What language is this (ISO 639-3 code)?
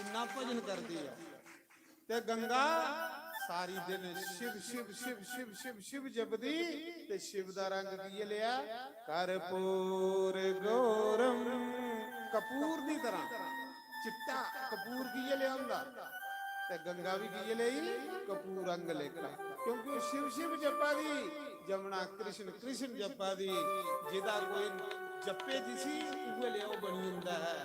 doi